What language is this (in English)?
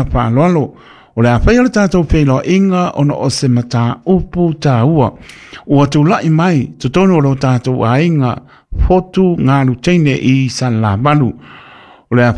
Samoan